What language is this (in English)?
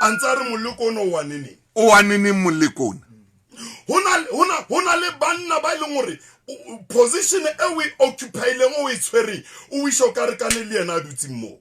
Southern Sotho